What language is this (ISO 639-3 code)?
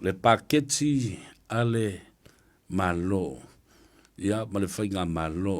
smo